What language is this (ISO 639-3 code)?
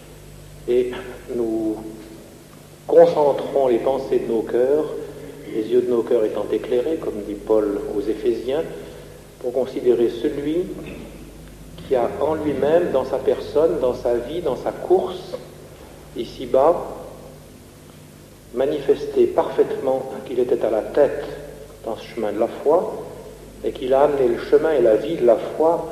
fra